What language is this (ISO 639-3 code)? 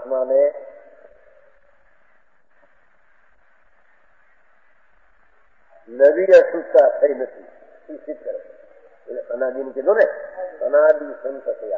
guj